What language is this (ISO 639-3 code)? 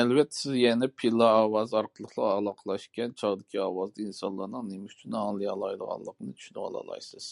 uig